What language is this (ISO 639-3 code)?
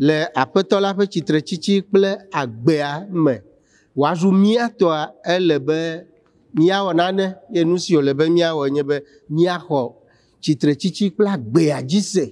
ewe